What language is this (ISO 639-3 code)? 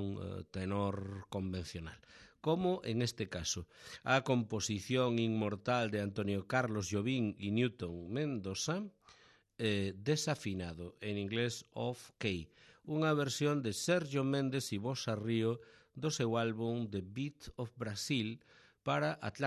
glg